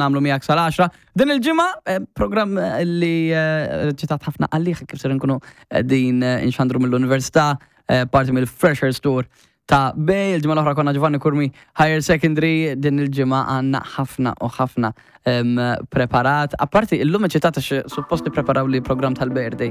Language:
Maltese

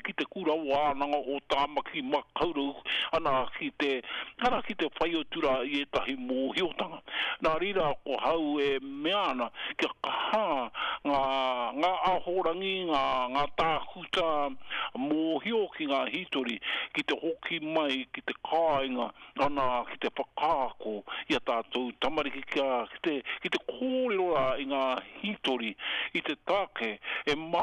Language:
Māori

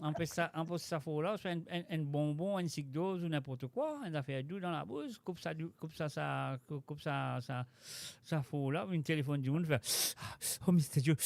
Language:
Morisyen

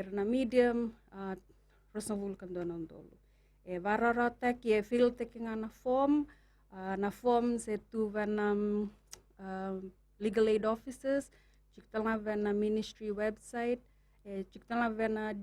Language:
Fijian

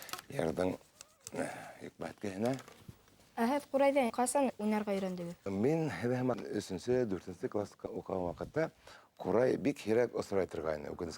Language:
Bashkir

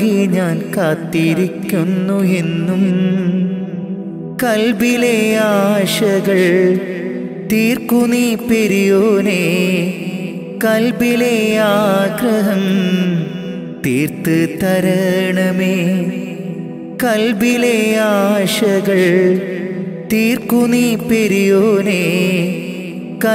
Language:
Malayalam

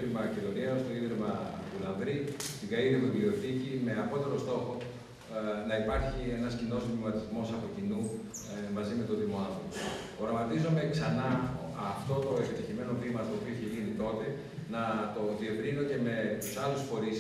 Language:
Greek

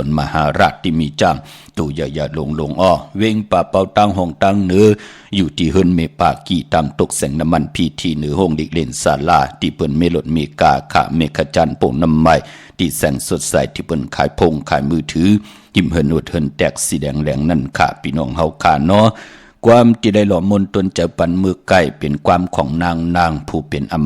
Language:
Shan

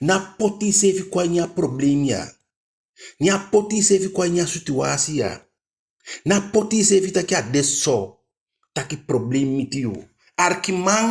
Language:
Eastern Maroon Creole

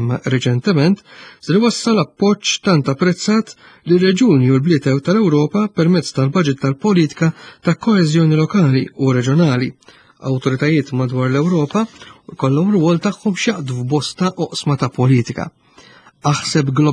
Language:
Maltese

